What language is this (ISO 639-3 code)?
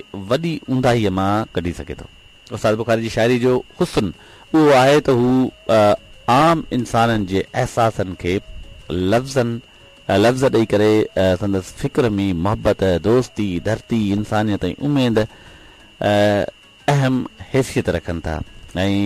snd